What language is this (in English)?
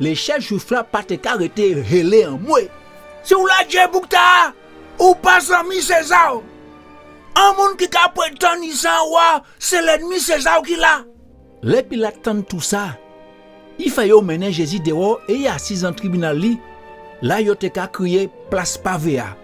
Guadeloupean Creole French